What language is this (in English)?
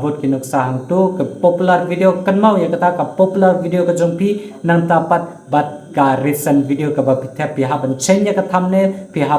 Khasi